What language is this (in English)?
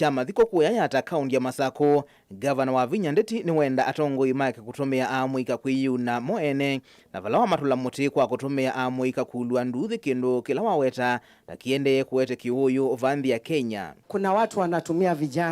Kamba